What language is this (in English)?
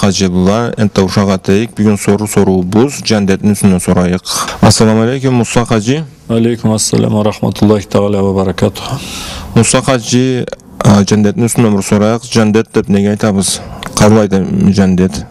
Karachay-Balkar